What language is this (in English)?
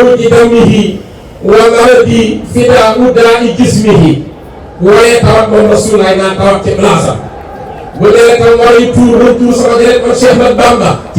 Wolof